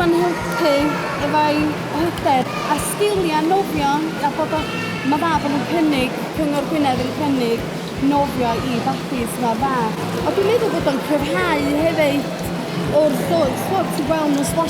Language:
Welsh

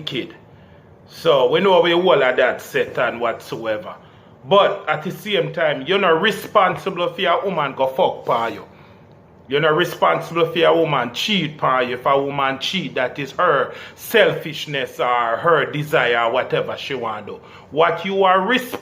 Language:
Jamaican Creole English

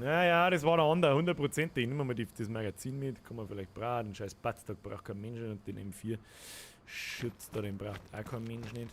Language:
Bavarian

